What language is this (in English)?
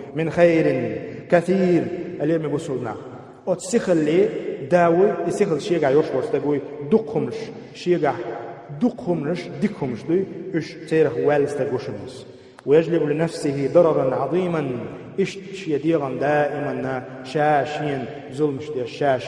Chechen